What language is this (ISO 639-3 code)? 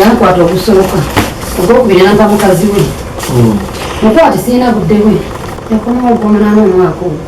lug